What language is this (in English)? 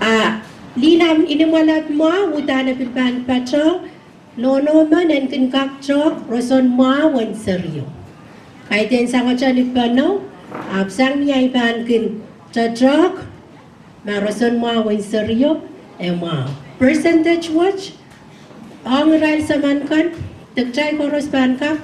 Pohnpeian